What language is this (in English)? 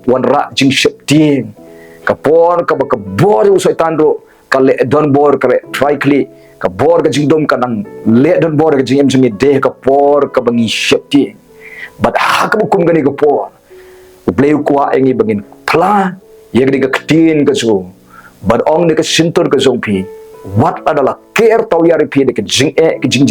Khasi